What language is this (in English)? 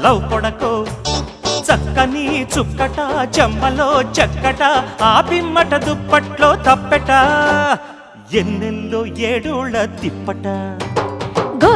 Telugu